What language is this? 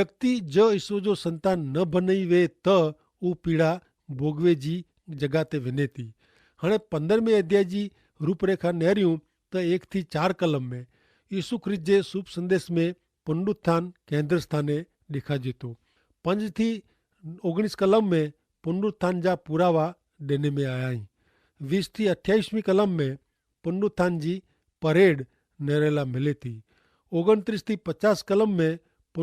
Kachhi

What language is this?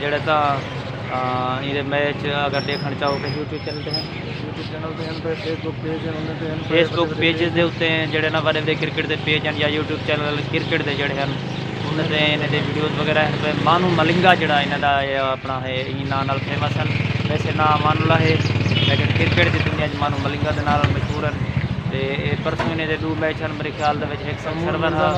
Saraiki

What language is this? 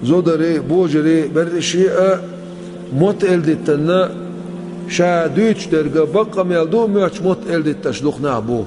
Chechen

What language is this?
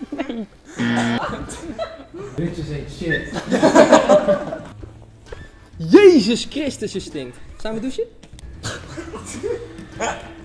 Dutch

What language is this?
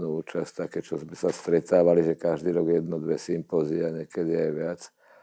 Slovak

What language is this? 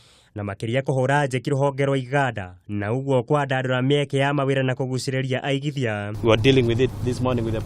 Kikuyu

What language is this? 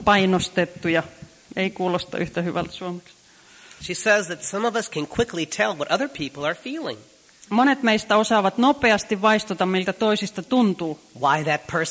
Finnish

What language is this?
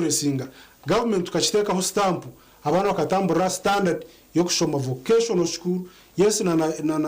Nyankole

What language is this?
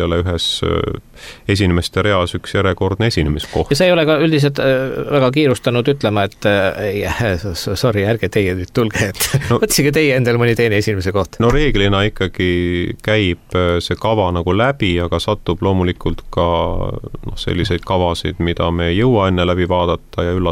Estonian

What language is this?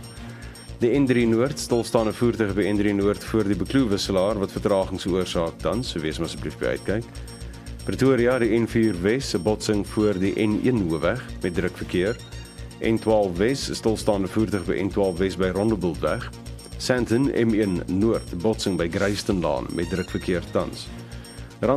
Afrikaans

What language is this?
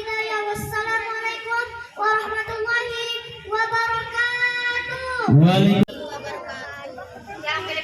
Sasak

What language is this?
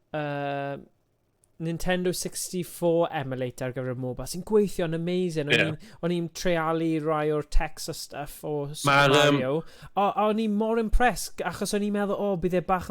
Welsh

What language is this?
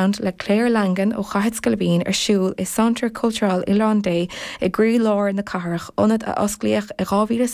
Irish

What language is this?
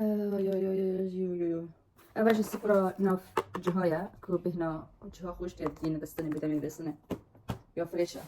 Kurdish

